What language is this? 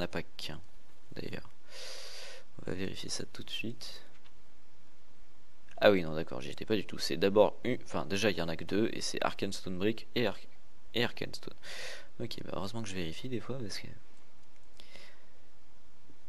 French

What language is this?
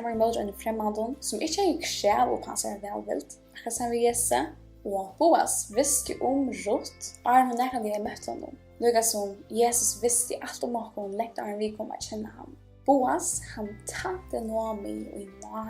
Faroese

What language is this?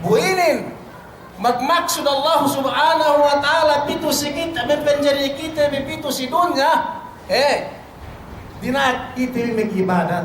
Yakan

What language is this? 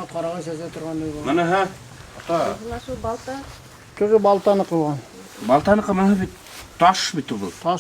Bashkir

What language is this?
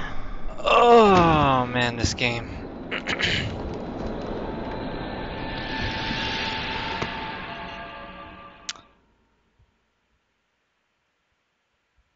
English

